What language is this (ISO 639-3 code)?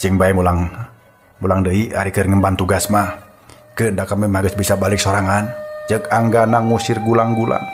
sun